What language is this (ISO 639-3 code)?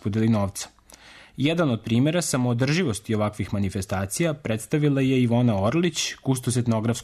srp